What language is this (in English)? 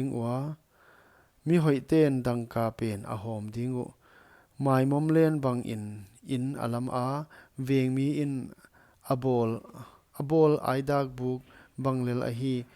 Paite Chin